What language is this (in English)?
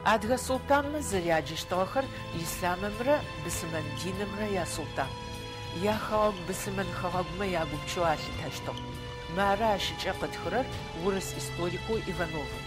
Adyghe